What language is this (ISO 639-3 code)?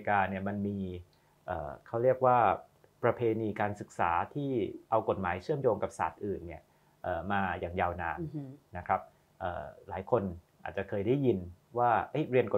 tha